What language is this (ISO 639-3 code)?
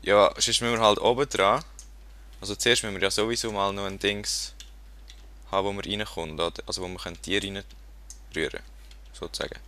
gsw